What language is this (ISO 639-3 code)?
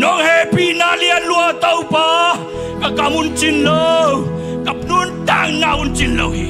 ctd